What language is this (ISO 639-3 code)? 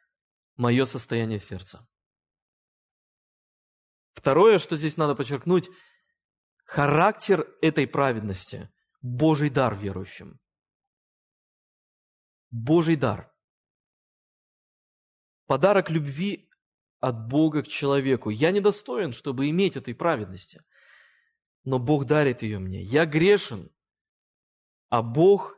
rus